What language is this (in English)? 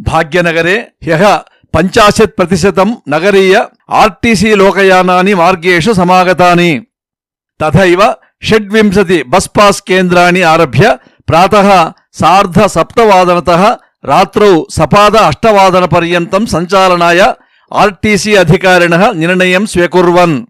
Sanskrit